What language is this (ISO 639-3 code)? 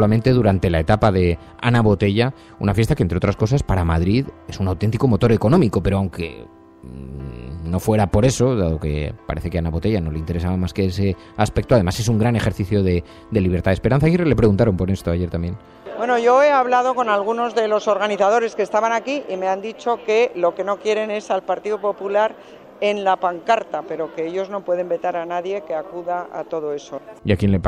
spa